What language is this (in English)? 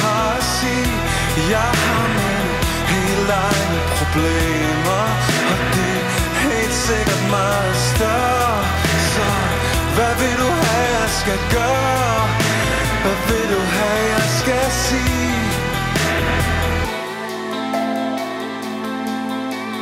Danish